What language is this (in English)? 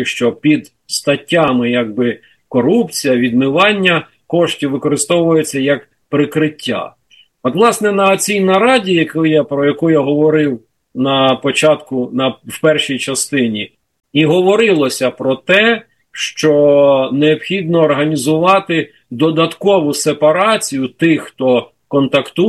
Ukrainian